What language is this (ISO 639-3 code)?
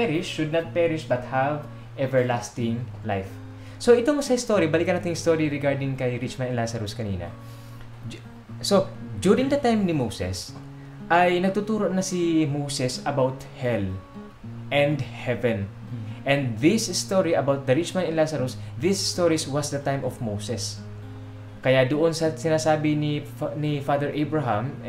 fil